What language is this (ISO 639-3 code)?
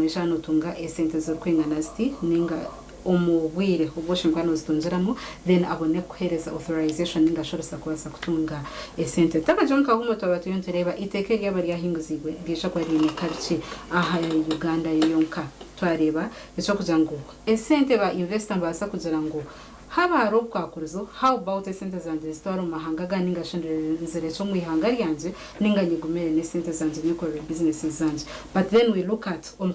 nyn